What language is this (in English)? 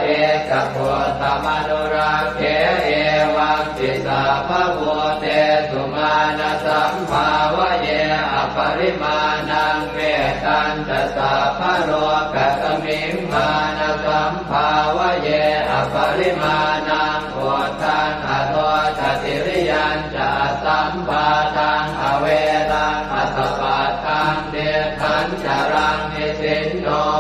Pali